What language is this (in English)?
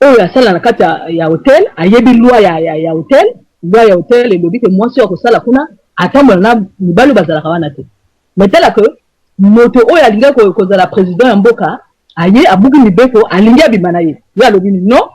Lingala